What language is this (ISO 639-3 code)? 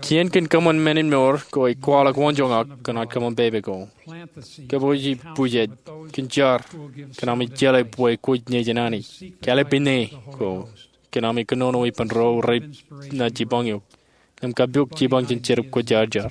mah